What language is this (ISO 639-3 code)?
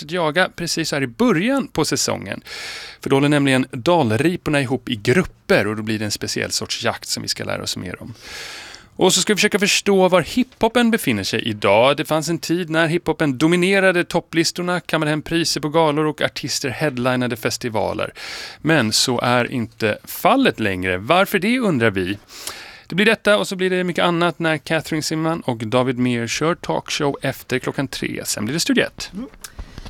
swe